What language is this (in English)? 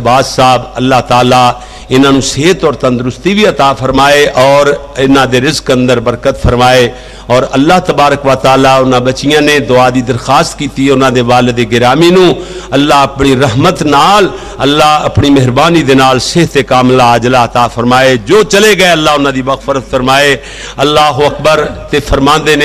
Western Panjabi